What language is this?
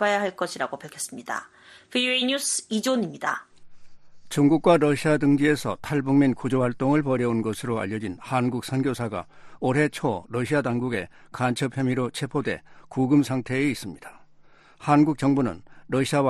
Korean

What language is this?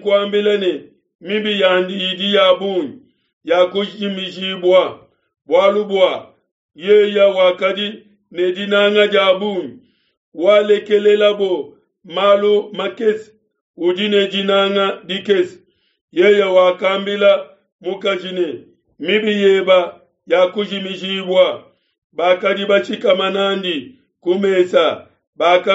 Luba-Lulua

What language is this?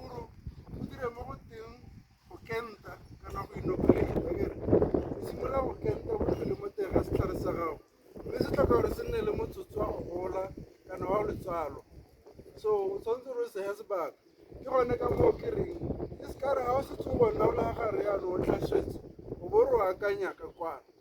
Tswana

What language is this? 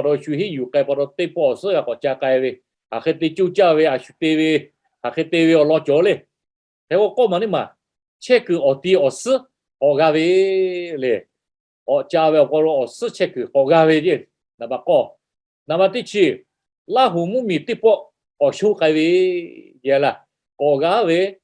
Lahu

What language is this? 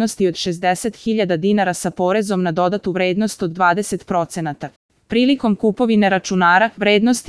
Serbian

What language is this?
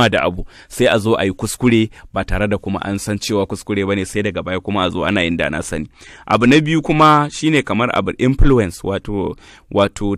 Hausa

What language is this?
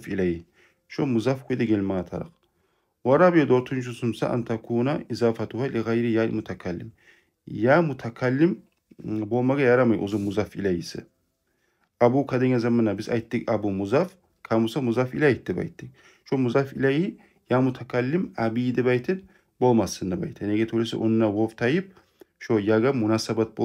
Kumyk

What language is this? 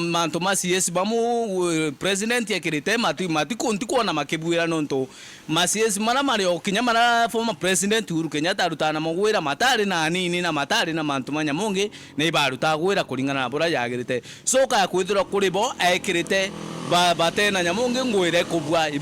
Meru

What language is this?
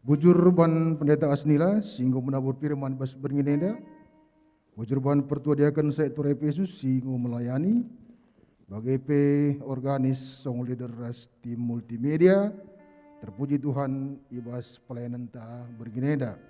Batak Karo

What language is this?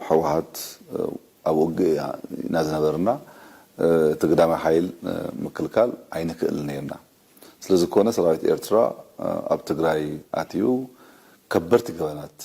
Tigrinya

